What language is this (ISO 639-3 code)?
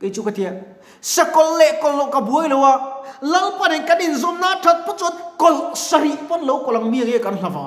lus